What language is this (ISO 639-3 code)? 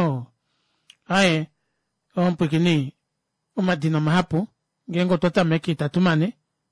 kua